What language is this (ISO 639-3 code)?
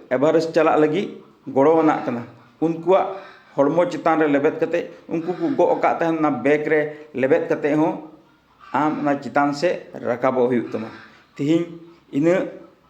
sat